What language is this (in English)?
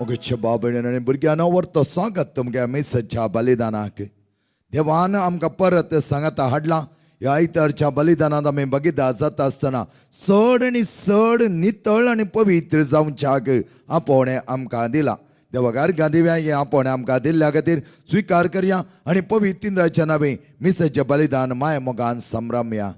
Konkani